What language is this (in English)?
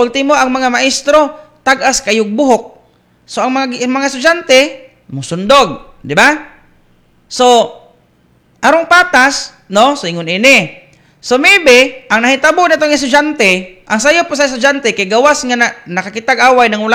Cebuano